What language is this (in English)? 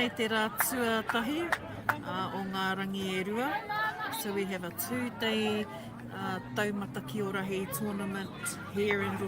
Māori